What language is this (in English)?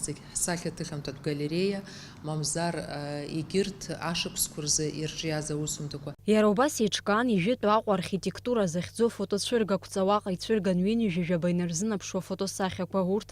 Abkhazian